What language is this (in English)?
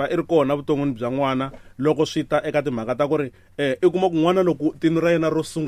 Tsonga